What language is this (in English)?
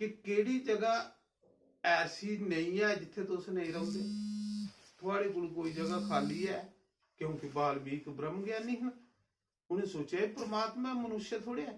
Dogri